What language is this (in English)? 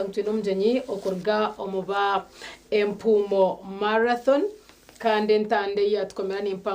Nyankole